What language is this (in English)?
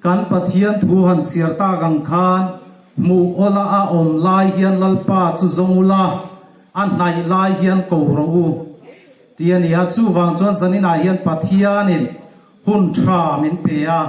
Hmar